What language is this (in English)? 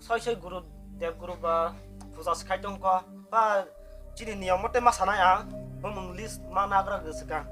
Kok Borok